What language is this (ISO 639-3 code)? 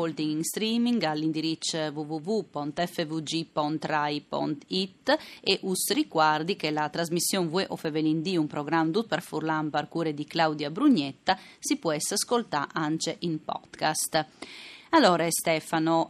fur